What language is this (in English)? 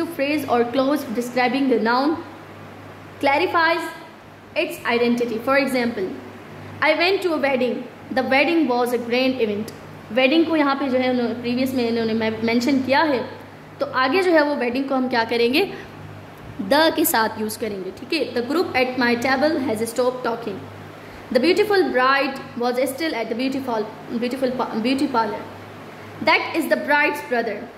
Hindi